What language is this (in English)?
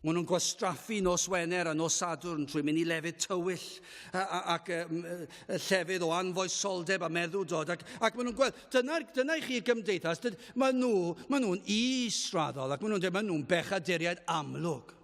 Welsh